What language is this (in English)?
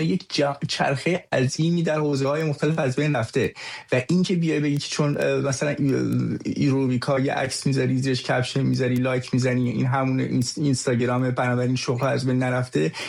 Persian